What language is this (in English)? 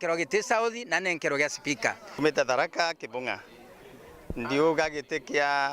Meru